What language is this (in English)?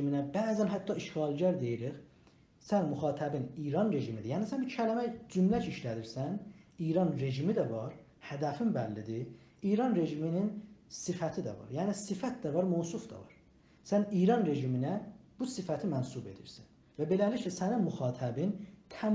South Azerbaijani